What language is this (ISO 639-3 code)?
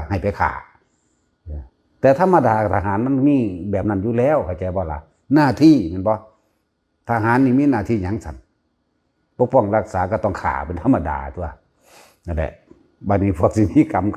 tts